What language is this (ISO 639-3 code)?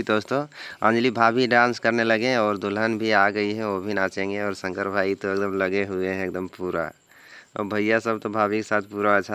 hin